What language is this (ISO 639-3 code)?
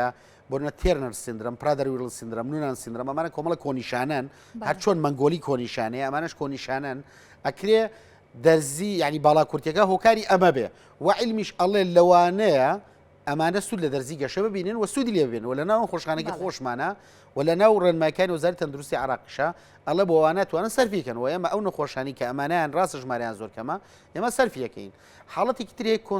ckb